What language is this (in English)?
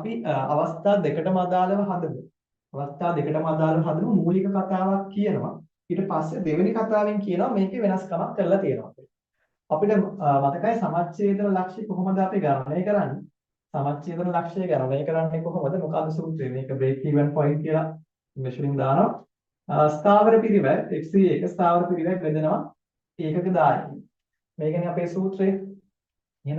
Sinhala